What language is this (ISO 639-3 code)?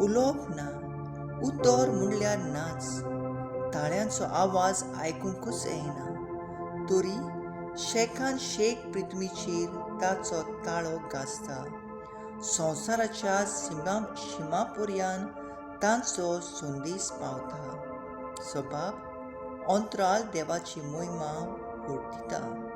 kok